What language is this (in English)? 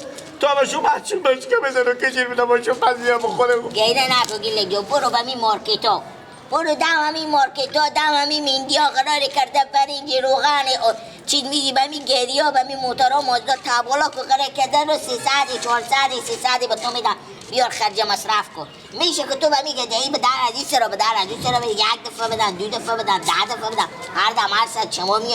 Persian